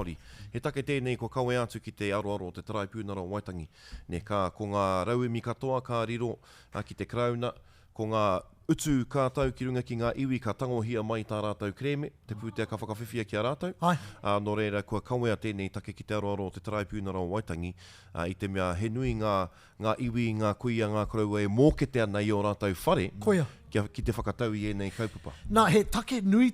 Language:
Māori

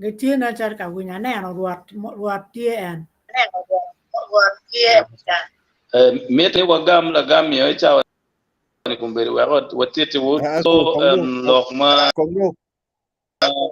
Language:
Acoli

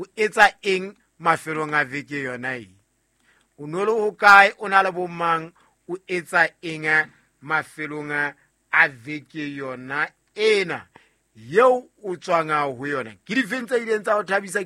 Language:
Southern Sotho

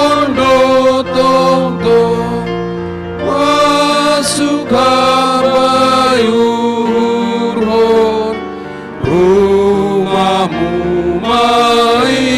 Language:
Batak Simalungun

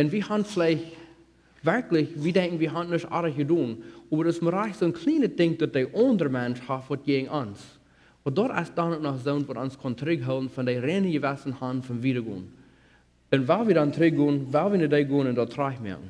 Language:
Plautdietsch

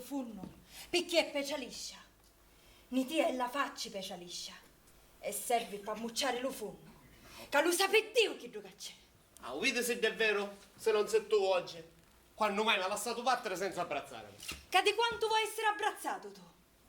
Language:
Sicilian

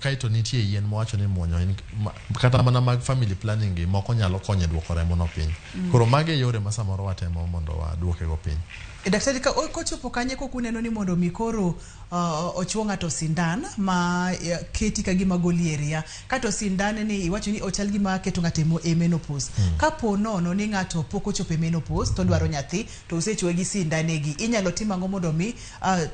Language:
Luo (Kenya and Tanzania)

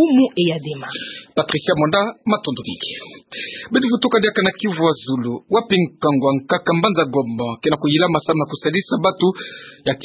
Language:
Kituba (Democratic Republic of Congo)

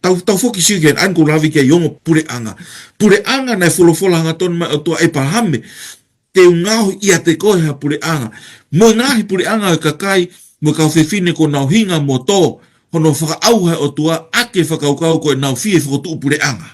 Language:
Tongan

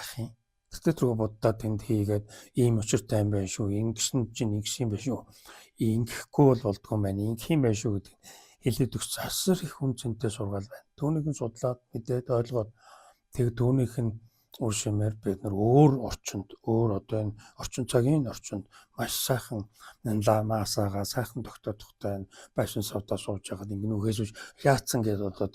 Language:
Mongolian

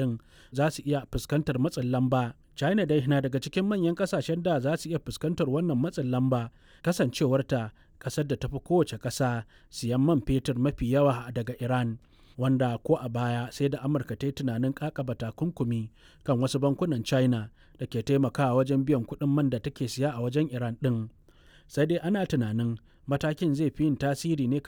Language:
Hausa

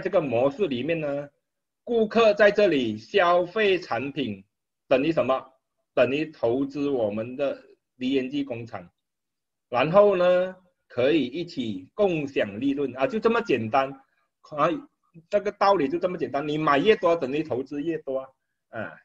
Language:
Chinese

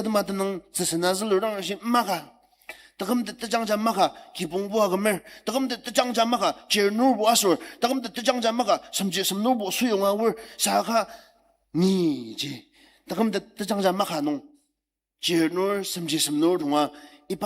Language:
Ao Naga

